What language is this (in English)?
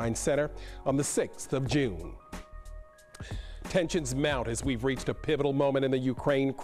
English